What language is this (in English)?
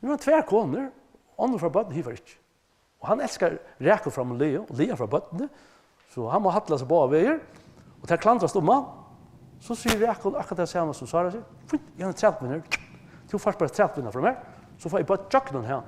Faroese